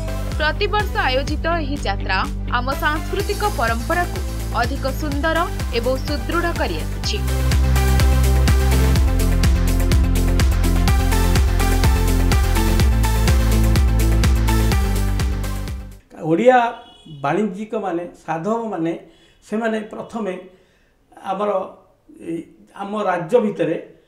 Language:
Odia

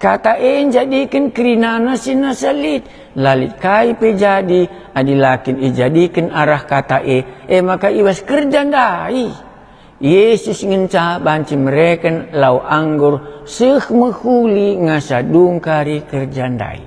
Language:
Batak Karo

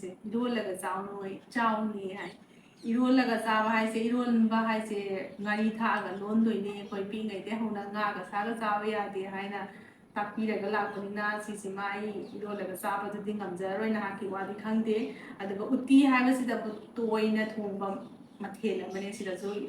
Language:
Manipuri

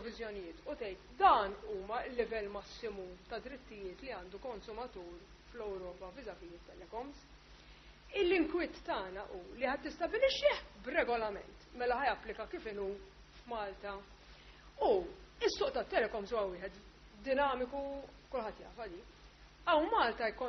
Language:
Maltese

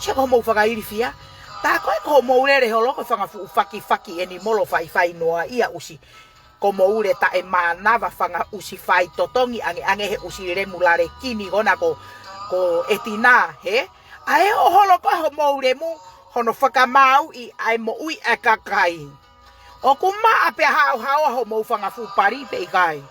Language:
Tongan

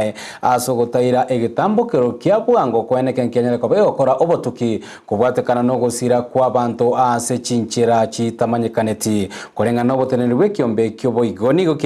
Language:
Gusii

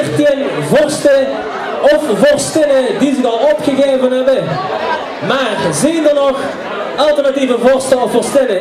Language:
Limburgish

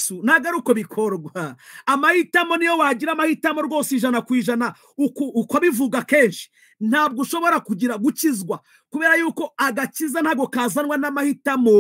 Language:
Kinyarwanda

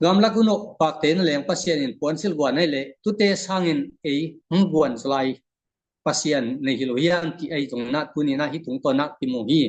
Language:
Tedim Chin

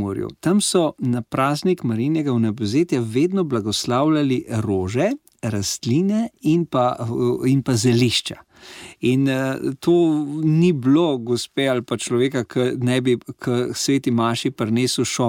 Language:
Slovenian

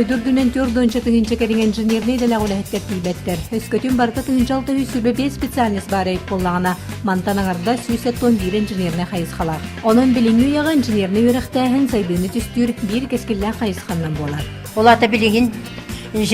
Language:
Yakut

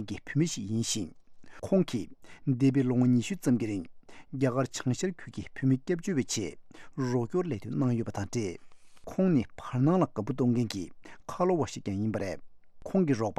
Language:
Tibetan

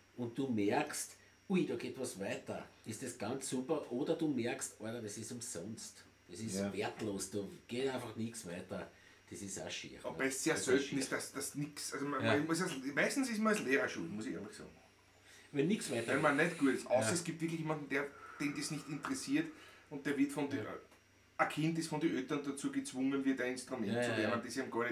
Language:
Bavarian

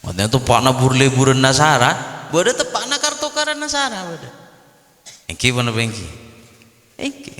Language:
Madurese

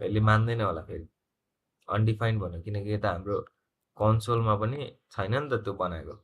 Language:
Nepali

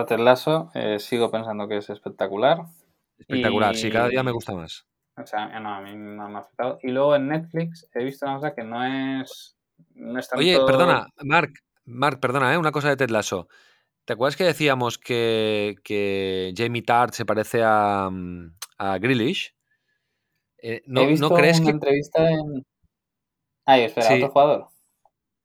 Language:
Spanish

